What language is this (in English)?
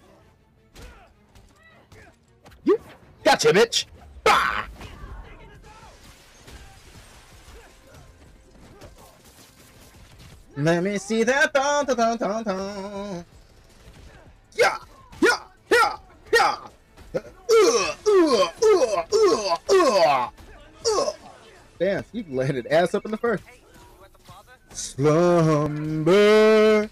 English